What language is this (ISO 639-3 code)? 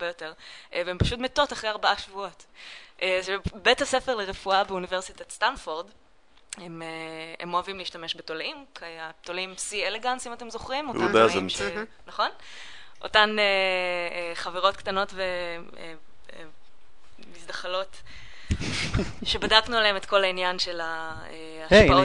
heb